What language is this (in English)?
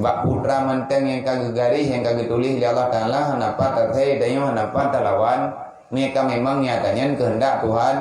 Achinese